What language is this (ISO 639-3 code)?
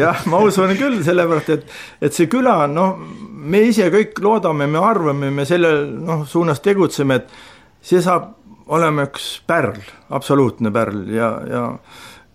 est